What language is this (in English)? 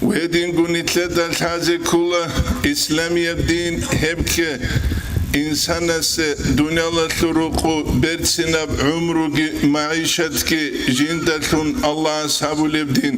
Avaric